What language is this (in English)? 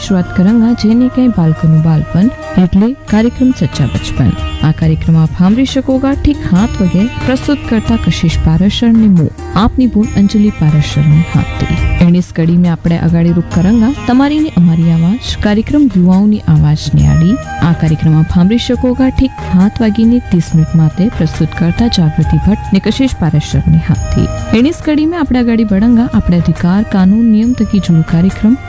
Gujarati